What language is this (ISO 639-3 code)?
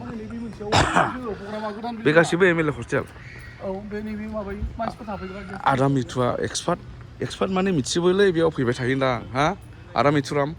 brx